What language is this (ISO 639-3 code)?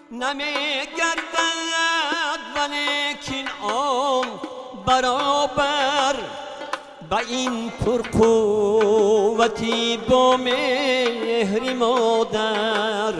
tgk